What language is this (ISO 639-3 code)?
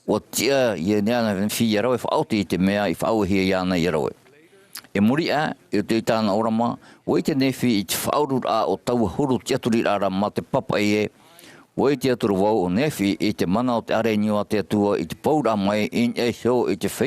tah